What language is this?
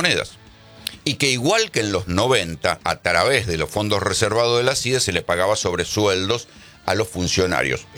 Spanish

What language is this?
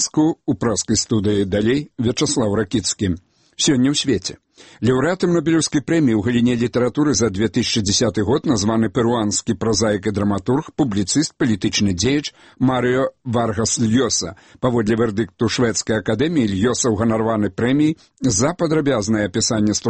Belarusian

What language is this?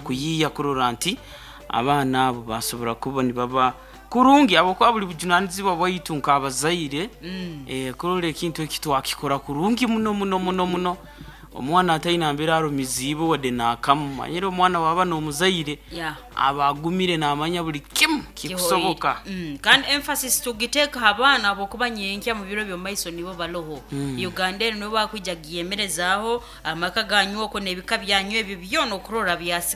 Nyankole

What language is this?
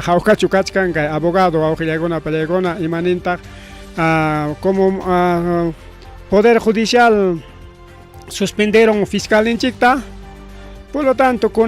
Ayacucho Quechua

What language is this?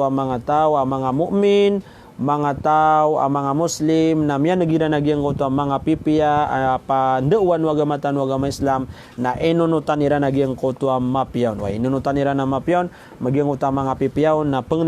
Maranao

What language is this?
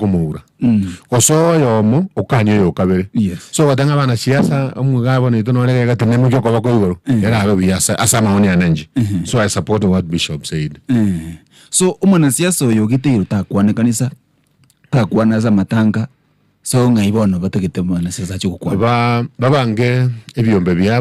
Gusii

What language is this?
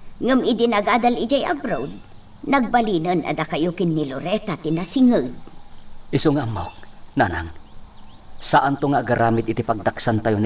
Iloko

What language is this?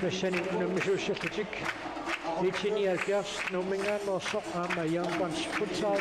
Kalaallisut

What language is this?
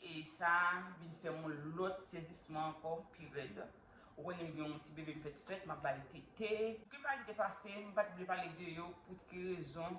Haitian Creole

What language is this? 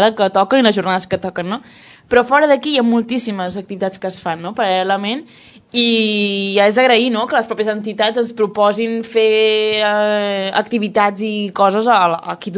Catalan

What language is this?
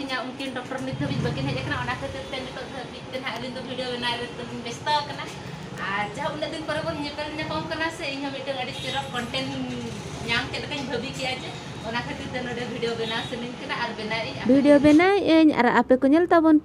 Santali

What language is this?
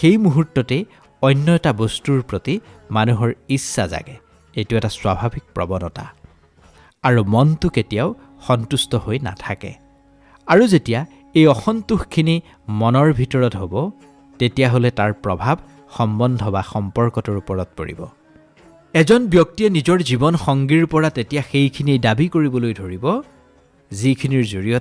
Assamese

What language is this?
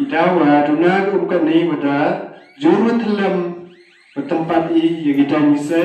Khasi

